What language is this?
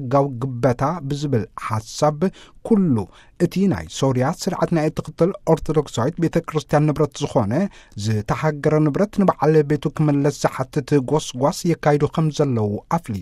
Tigrinya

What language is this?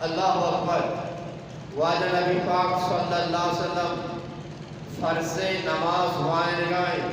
Eastern Balochi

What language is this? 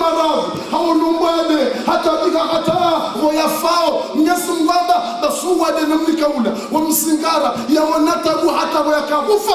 Ngazidja Comorian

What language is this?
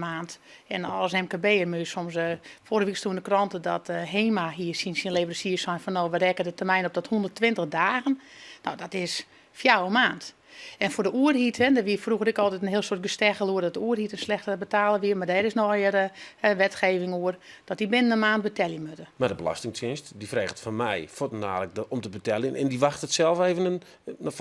Western Frisian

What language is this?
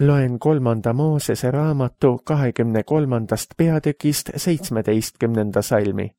Estonian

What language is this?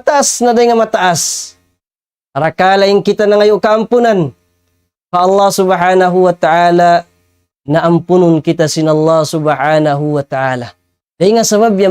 Tausug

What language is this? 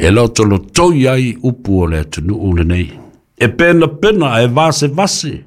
Samoan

